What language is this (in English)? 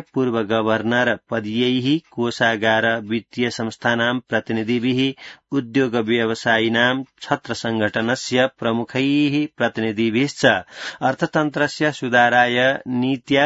Sanskrit